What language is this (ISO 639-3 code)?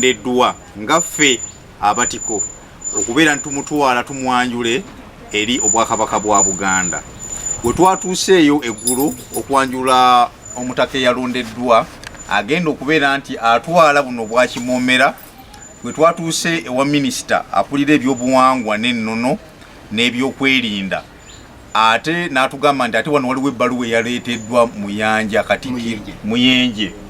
lug